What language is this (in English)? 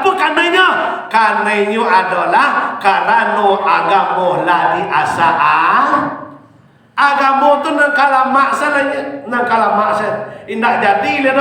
Minangkabau